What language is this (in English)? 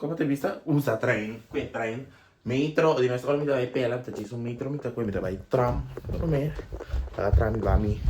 Papiamento